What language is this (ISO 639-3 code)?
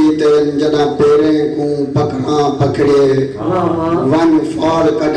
skr